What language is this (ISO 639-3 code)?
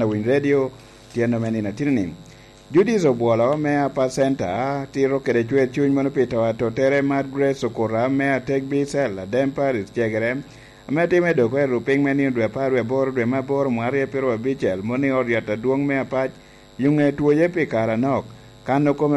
laj